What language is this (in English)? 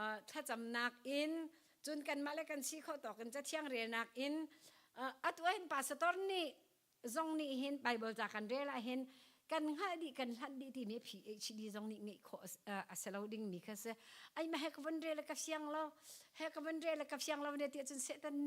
Hakha Chin